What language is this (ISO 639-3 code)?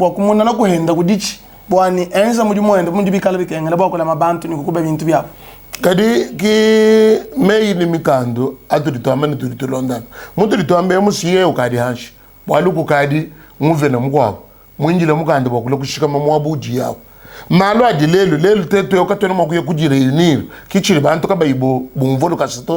lua